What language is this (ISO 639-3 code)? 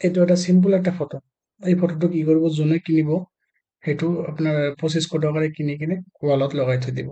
asm